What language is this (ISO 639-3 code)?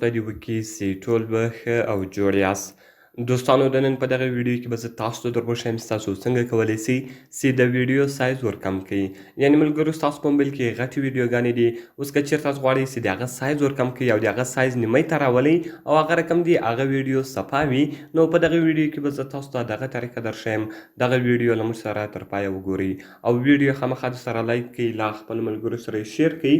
pus